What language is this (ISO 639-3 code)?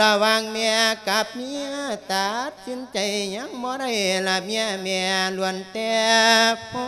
lao